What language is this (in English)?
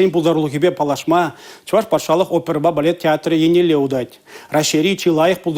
Chuvash